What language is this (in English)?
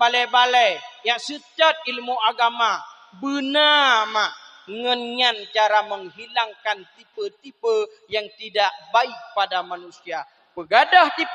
Achinese